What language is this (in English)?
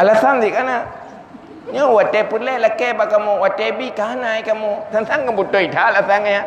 Achinese